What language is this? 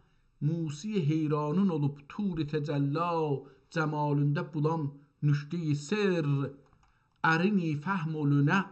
South Azerbaijani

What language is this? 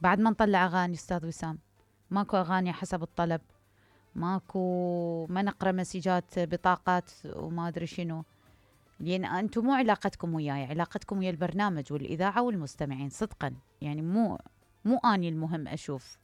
Mesopotamian Arabic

